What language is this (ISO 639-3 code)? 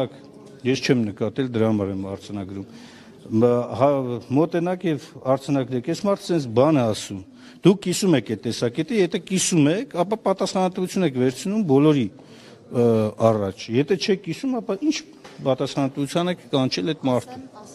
hye